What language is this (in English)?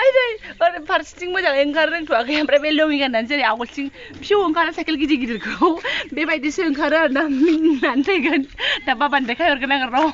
Bodo